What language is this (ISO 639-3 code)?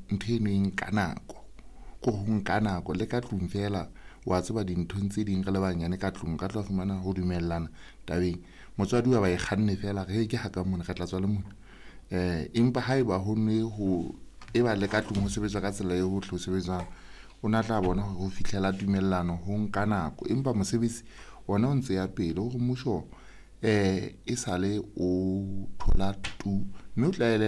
sot